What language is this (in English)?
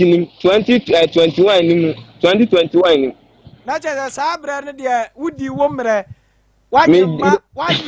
Akan